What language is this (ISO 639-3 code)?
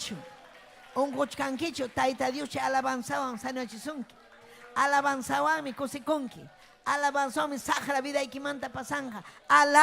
quy